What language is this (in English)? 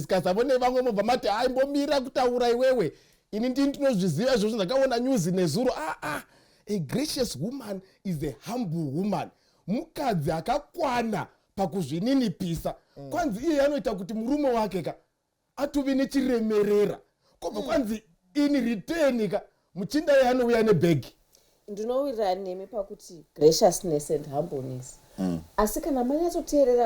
Shona